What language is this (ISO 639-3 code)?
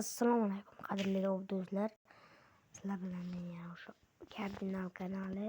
uzb